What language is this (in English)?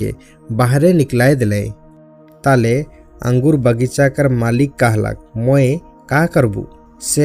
Sadri